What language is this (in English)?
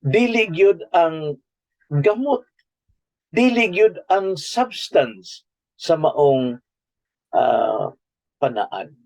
Cebuano